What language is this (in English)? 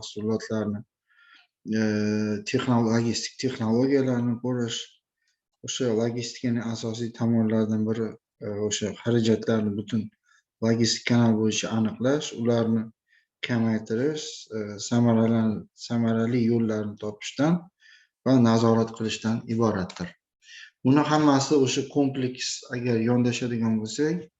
Uzbek